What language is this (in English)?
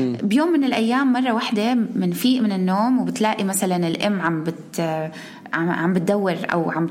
North Levantine Arabic